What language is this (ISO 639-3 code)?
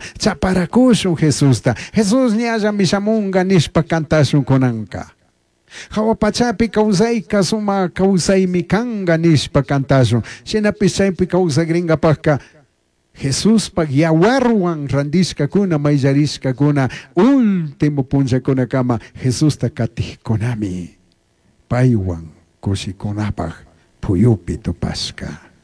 qug